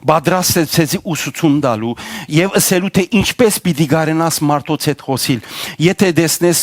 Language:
Western Armenian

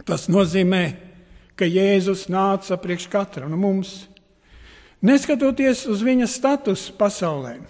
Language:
Latvian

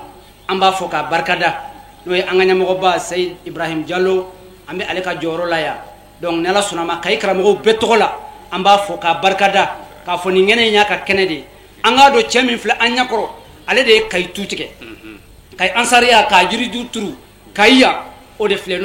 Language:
Bambara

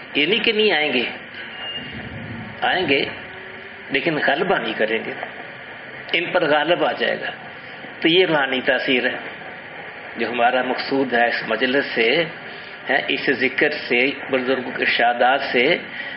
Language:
Urdu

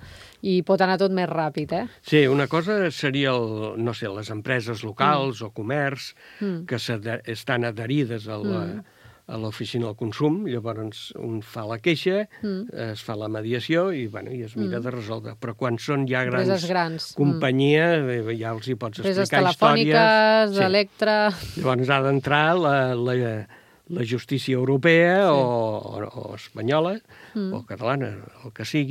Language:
Catalan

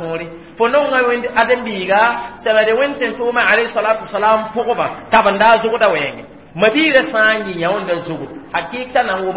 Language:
Mossi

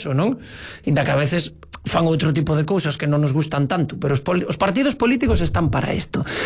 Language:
Galician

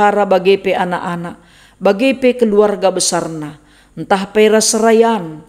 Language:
Batak Karo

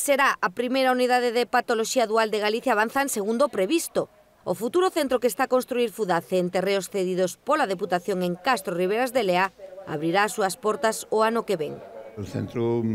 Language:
Galician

